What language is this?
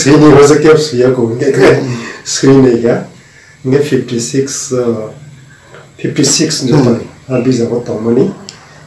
Kok Borok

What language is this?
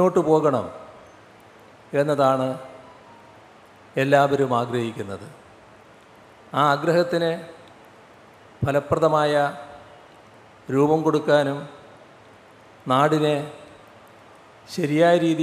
Malayalam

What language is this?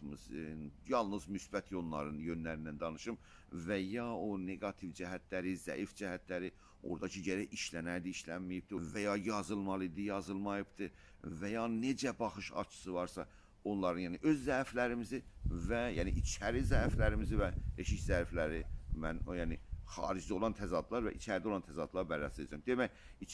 South Azerbaijani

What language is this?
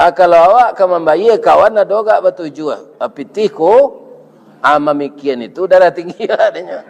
Minangkabau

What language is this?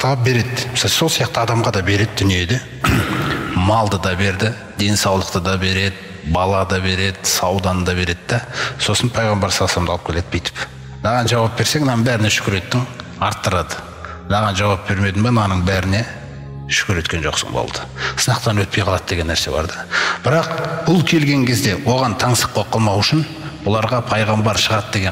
Kazakh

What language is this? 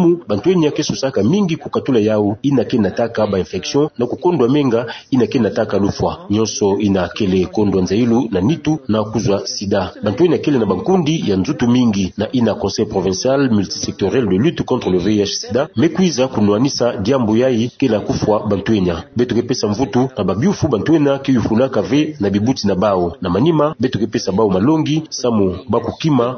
Kituba (Democratic Republic of Congo)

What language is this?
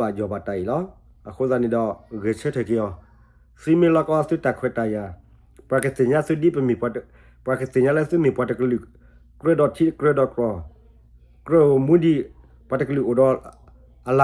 S'gaw Karen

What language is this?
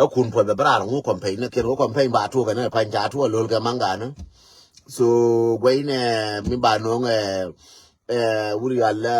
Nuer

